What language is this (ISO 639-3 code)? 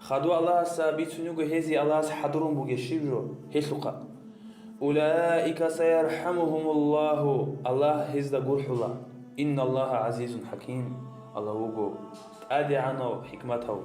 ava